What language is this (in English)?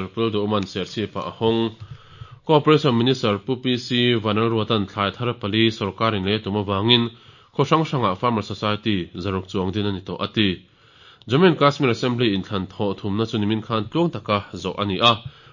Mizo